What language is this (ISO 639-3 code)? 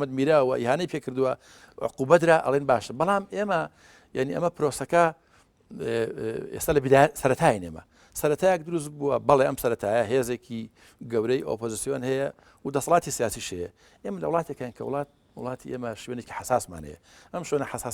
ckb